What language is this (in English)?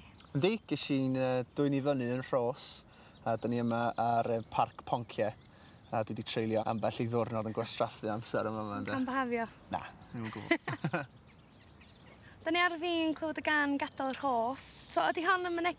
Welsh